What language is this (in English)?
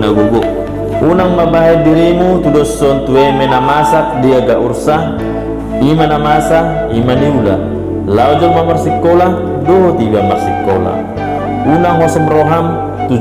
Batak Toba